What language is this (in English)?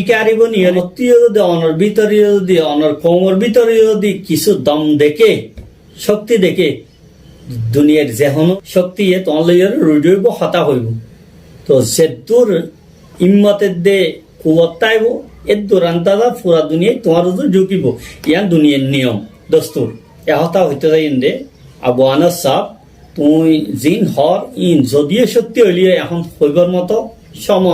Rohingya